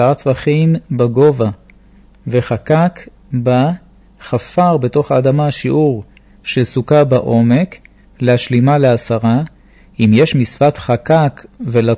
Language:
Hebrew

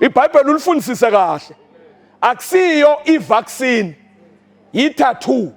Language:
Zulu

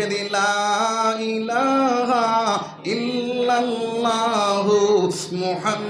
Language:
Sylheti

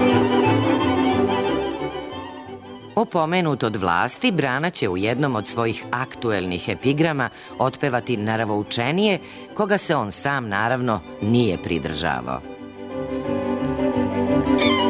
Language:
Serbian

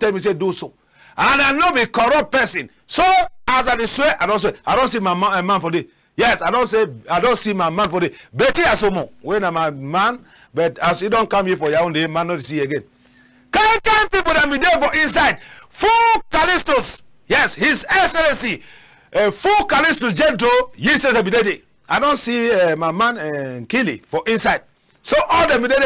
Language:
Cameroon Pidgin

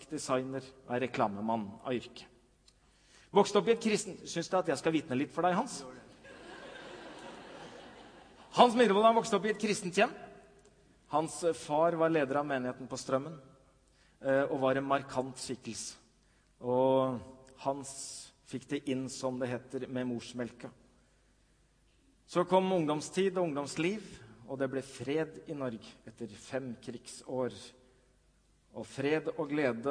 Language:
Norwegian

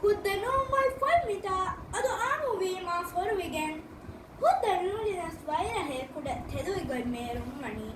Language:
Divehi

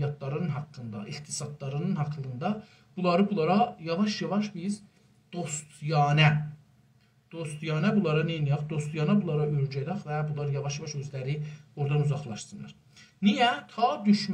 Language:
South Azerbaijani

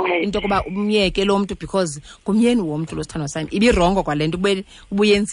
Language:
Xhosa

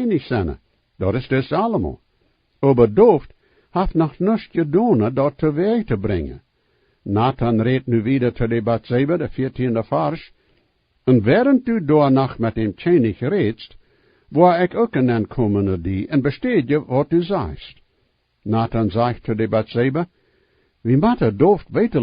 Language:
Plautdietsch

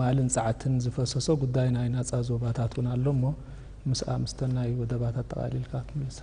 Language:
Tigrinya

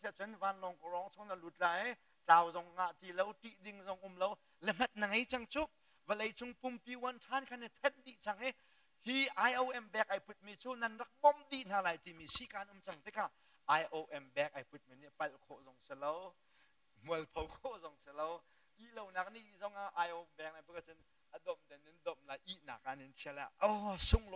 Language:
Hakha Chin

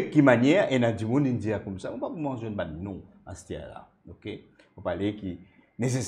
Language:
Morisyen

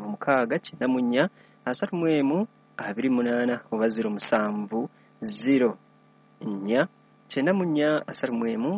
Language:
Ganda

